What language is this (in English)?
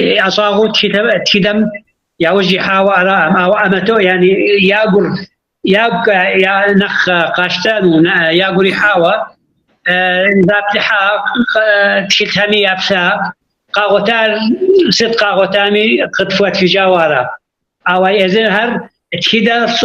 Kabardian